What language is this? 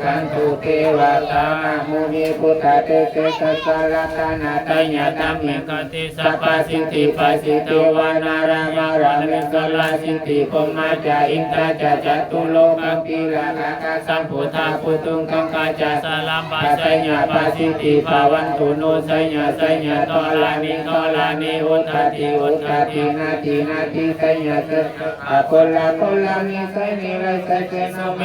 Pali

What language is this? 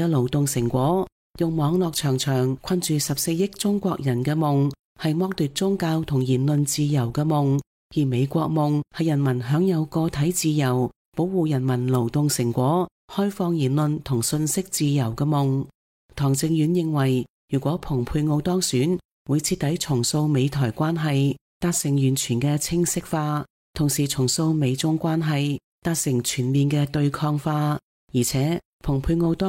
Cantonese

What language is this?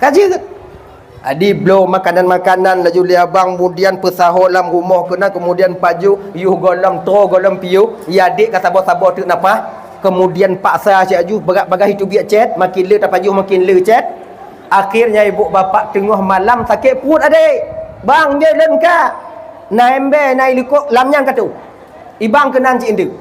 Achinese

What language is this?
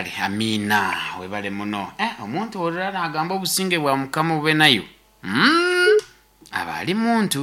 Nyoro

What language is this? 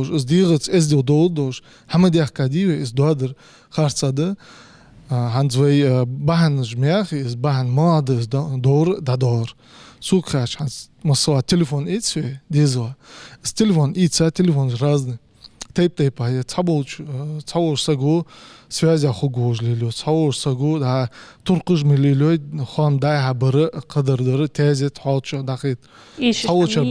Ingush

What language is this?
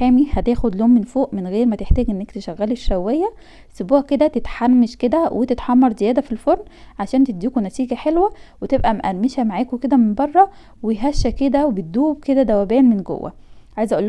Egyptian Arabic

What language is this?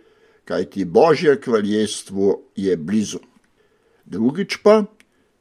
Slovenian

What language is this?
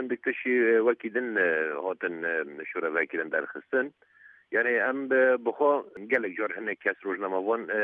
Kurdish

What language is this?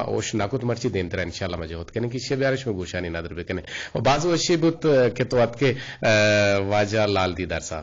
Eastern Balochi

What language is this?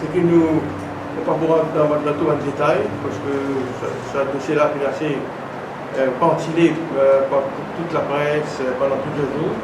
Morisyen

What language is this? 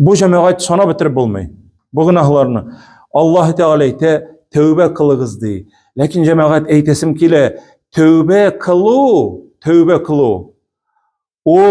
Tatar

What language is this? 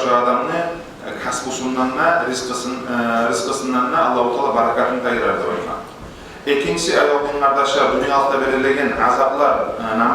Kumyk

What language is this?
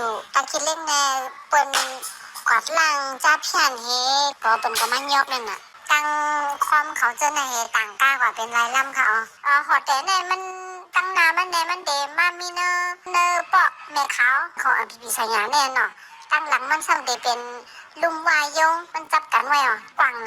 Shan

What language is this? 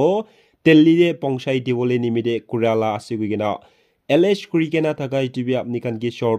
Naga Pidgin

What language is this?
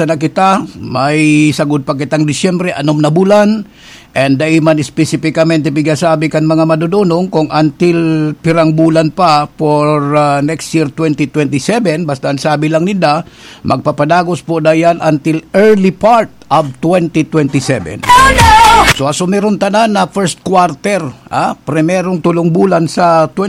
Bikol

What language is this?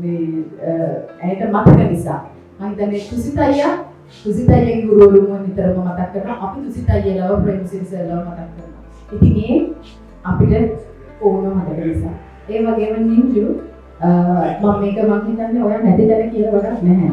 Sinhala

